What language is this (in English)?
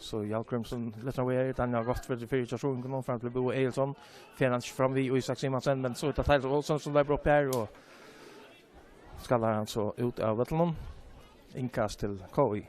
Faroese